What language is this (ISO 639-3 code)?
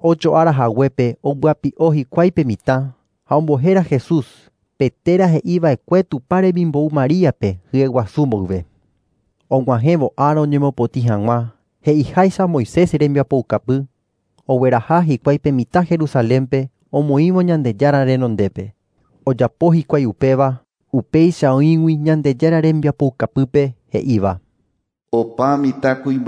grn